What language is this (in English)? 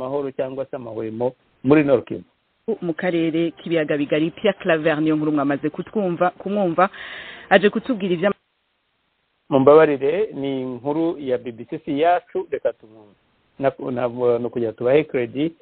Kinyarwanda